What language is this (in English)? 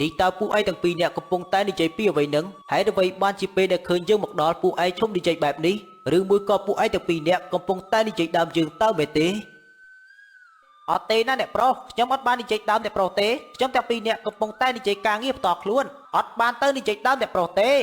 Khmer